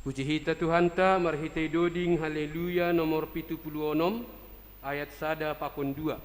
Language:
Batak Simalungun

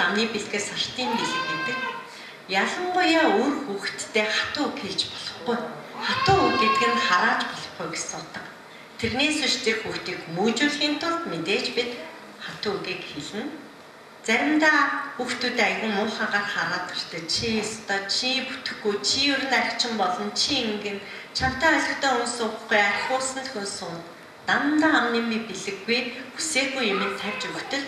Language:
Mongolian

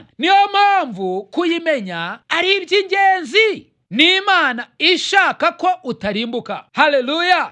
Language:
Kinyarwanda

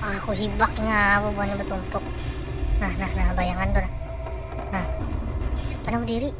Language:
Banjar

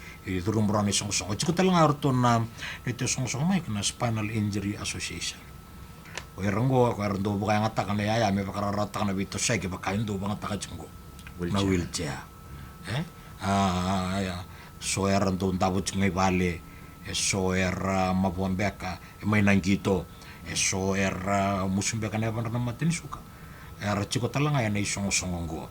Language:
Fijian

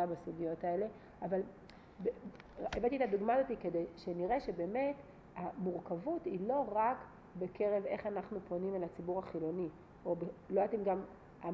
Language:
Hebrew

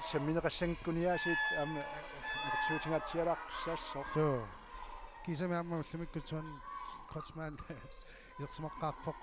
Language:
Kalaallisut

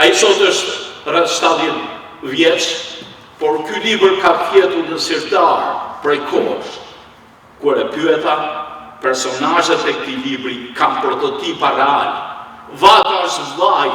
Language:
Albanian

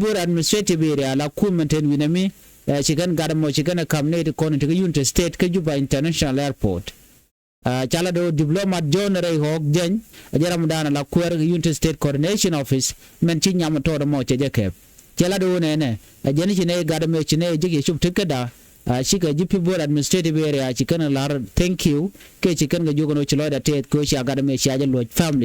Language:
Nuer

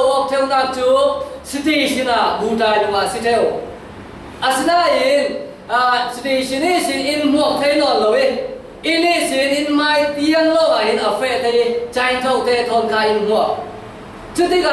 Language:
Falam Chin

